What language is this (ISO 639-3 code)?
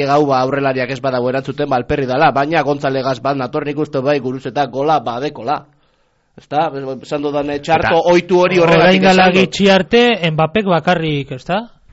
eus